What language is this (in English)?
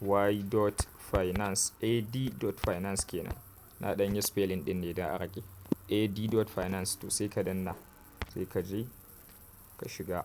Hausa